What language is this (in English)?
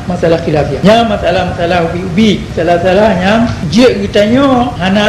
Achinese